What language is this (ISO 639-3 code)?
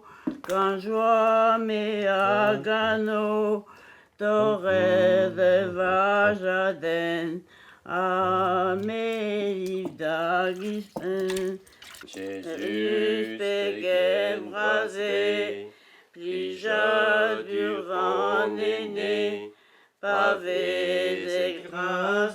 bre